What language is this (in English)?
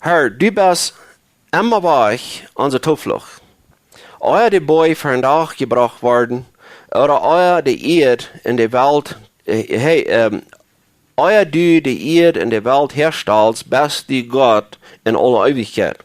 Plautdietsch